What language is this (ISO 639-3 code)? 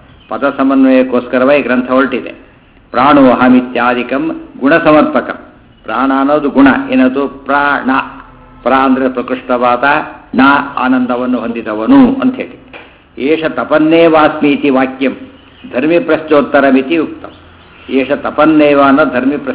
kan